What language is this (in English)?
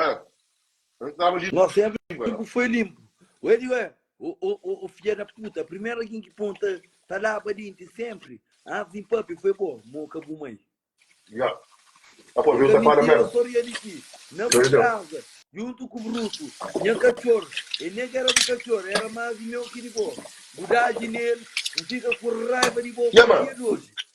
Kabuverdianu